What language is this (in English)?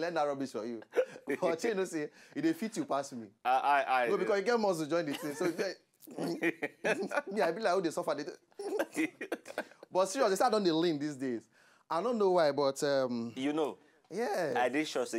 Nigerian Pidgin